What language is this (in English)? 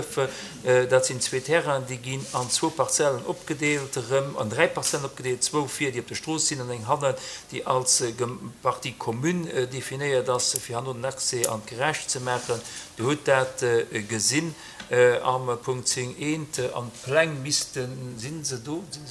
Luxembourgish